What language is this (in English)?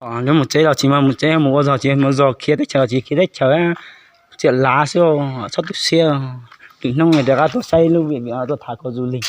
Hmong